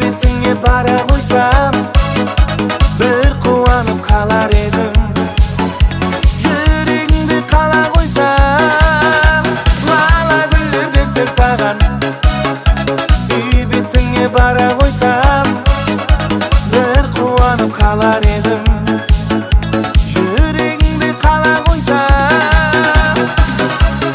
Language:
Kazakh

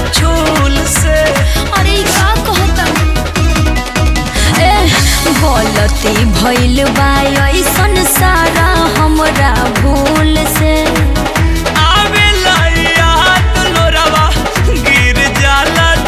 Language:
Bhojpuri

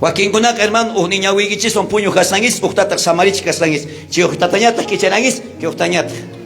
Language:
South Bolivian Quechua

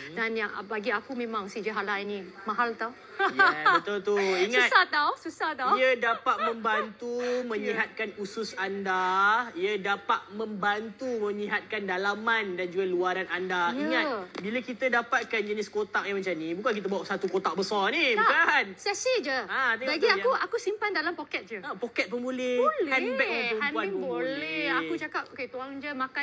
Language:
Malay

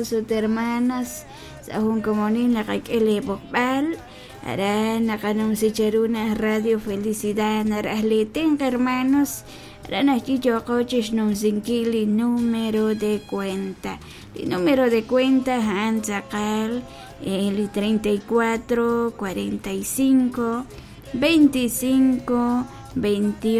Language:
Kekchí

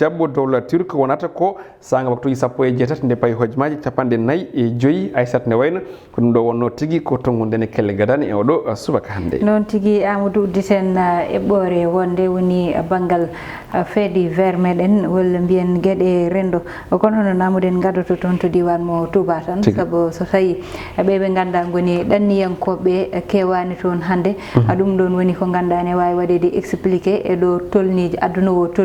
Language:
Fula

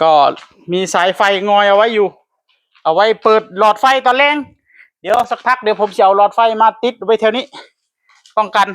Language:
Northeastern Thai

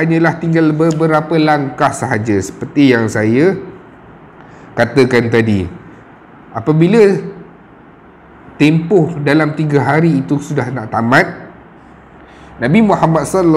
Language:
Malay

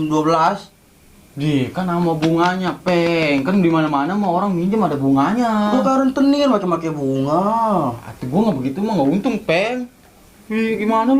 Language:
Betawi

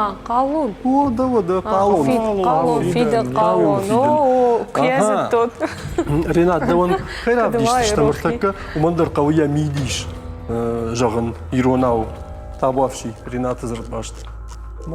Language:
Ossetic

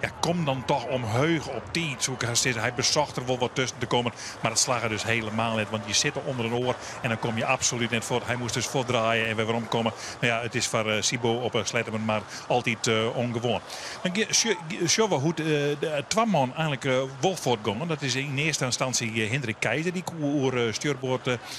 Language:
Western Frisian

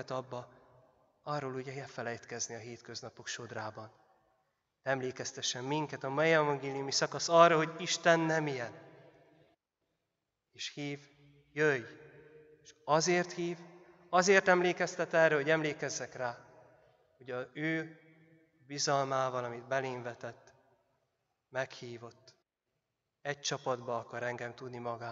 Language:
Hungarian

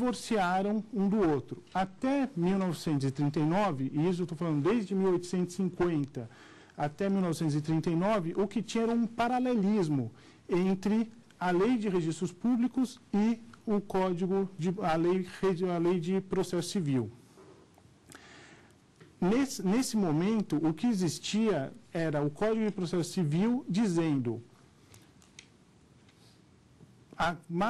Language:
Portuguese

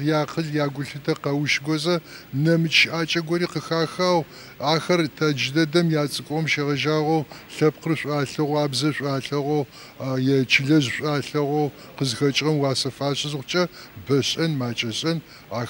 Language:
Adyghe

